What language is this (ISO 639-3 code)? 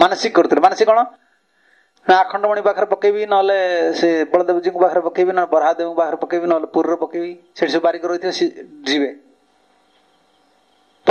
ori